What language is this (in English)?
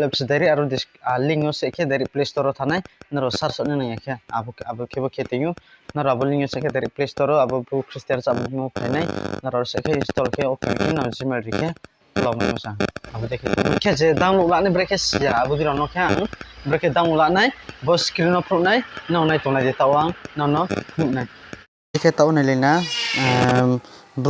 Riang (India)